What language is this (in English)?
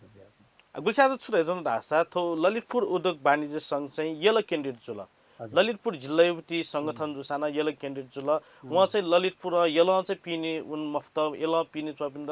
Newari